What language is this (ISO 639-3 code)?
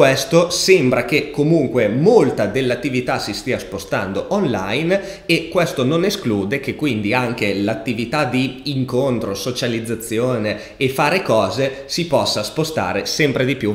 ita